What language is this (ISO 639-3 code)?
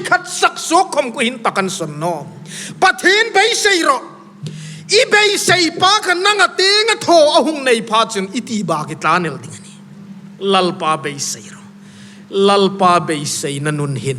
hmr